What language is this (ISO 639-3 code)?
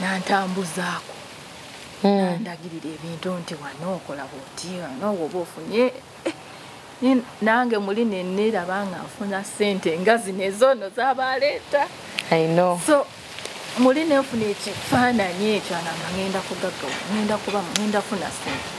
lug